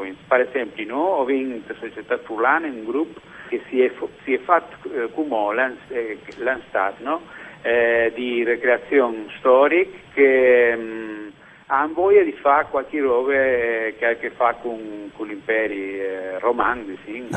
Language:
Friulian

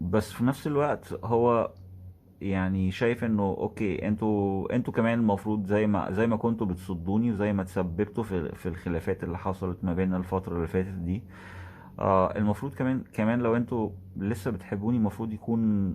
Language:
Egyptian Arabic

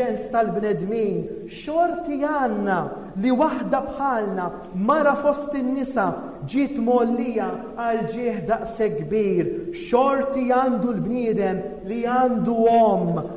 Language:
Maltese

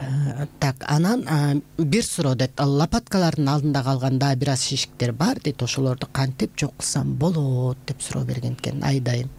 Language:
Kyrgyz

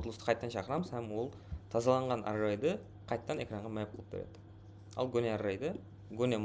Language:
Kara-Kalpak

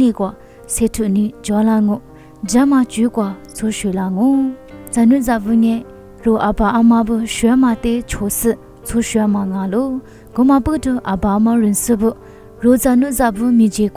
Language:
Lisu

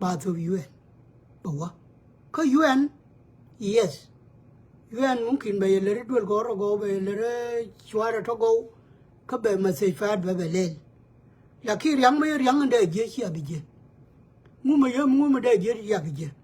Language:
Nuer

